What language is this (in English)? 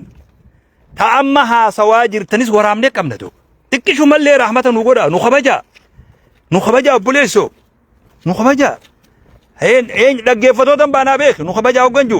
Oromo